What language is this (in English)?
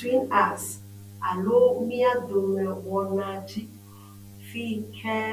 Ewe